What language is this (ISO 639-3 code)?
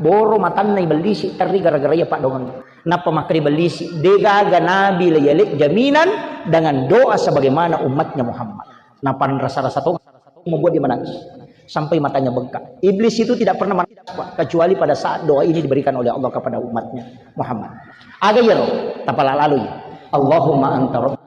bug